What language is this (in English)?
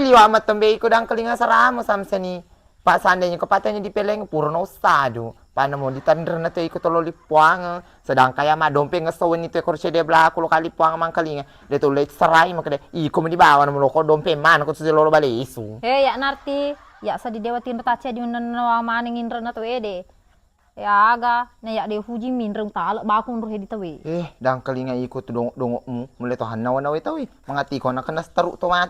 Buginese